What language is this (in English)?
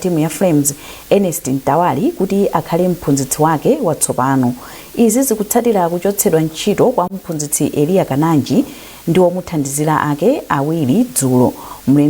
Nyanja